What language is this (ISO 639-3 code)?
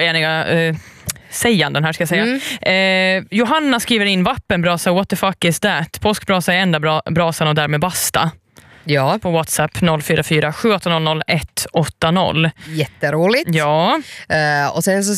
swe